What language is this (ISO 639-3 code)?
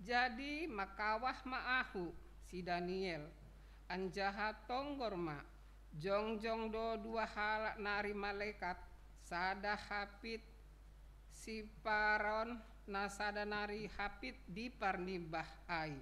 bts